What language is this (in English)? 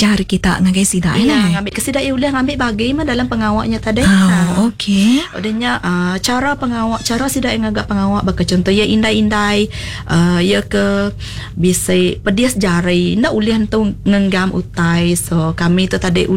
Iban